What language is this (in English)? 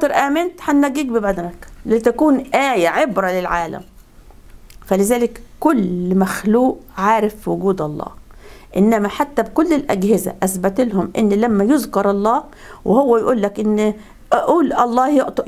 Egyptian Arabic